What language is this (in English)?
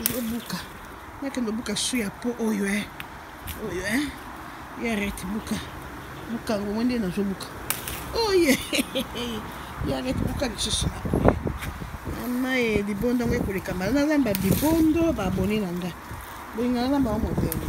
Lingala